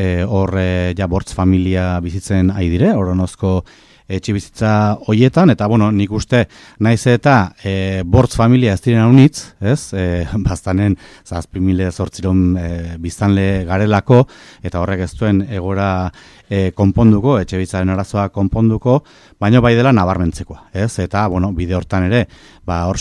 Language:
Basque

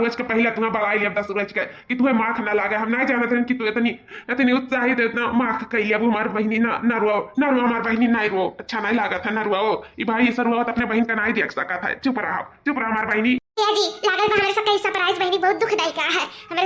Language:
Awadhi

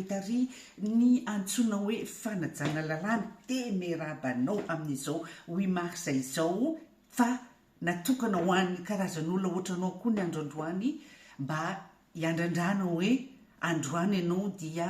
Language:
Malagasy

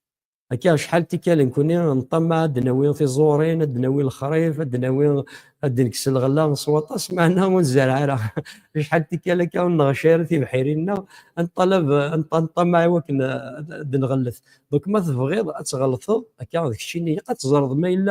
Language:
Kabyle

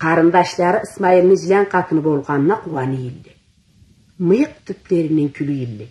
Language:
Karachay-Balkar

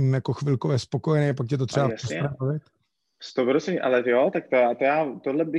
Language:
Czech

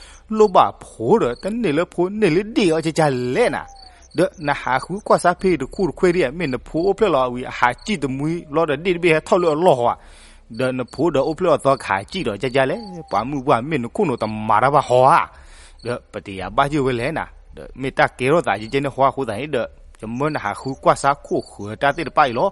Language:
S'gaw Karen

